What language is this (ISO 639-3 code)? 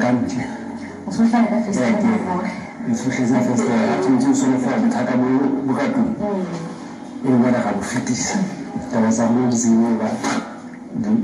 sot